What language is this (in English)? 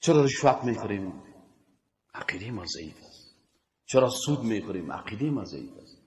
Persian